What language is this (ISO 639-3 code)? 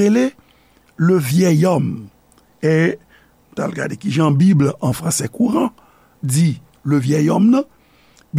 hat